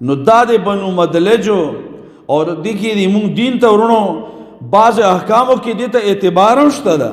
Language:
Pashto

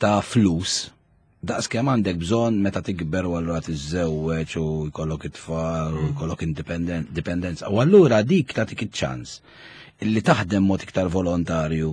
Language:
Maltese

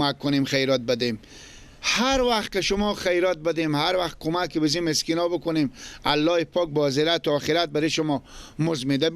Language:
Persian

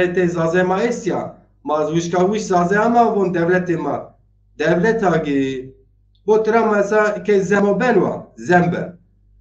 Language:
Zaza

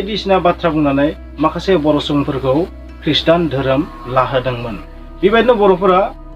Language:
Bodo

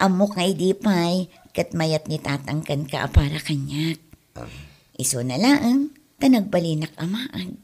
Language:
Iloko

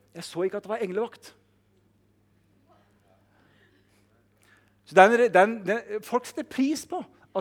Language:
Norwegian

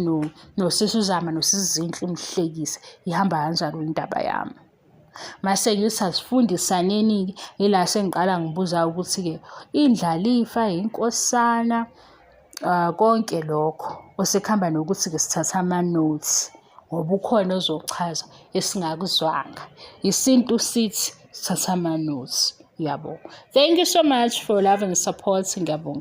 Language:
Zulu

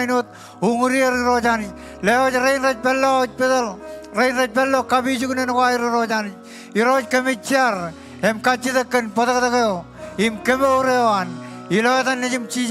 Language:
Marshallese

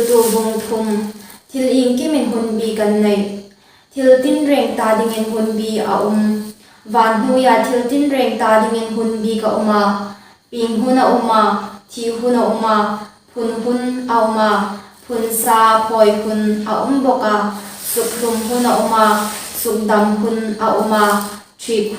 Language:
Hmar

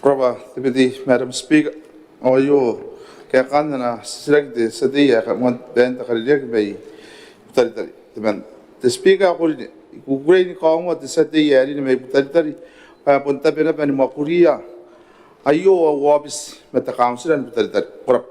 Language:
Gilbertese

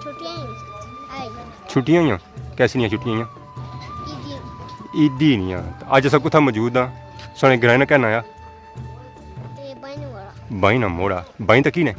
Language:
Pahari-Potwari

